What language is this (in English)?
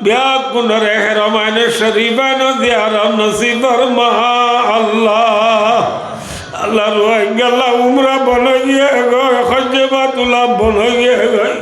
Rohingya